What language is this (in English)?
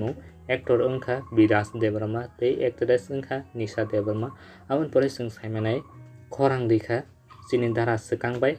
Kok Borok